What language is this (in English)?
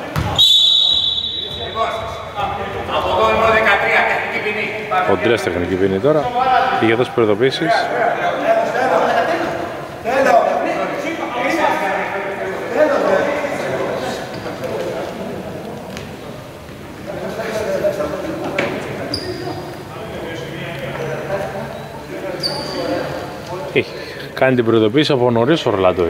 Greek